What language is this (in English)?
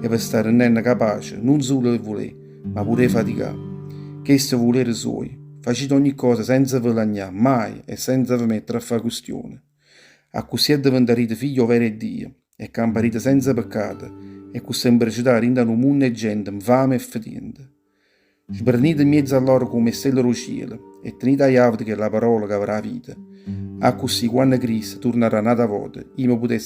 Neapolitan